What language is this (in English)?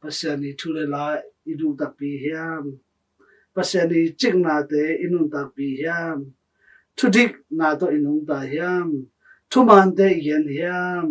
Tedim Chin